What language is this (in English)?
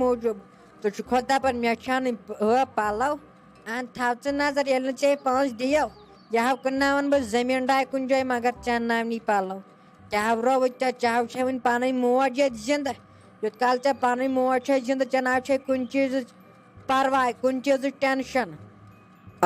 Kashmiri